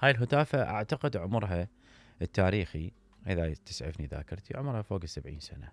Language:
Mesopotamian Arabic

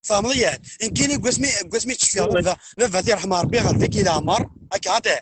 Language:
Kabyle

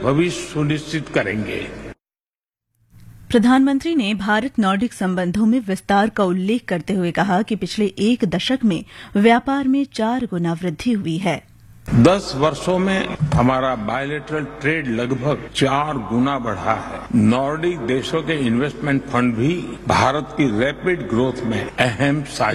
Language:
Hindi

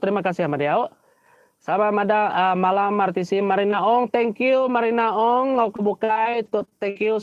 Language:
Iban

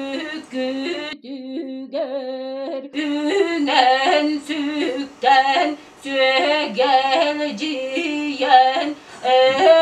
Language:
Yakut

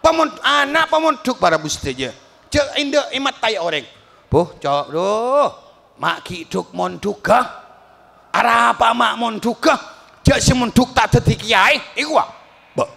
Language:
Madurese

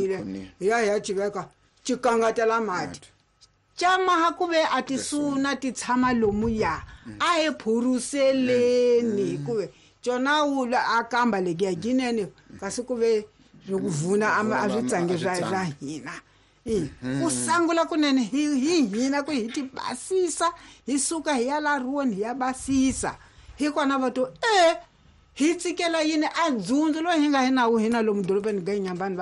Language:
Tsonga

